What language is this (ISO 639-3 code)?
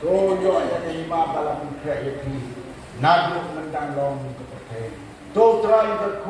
kha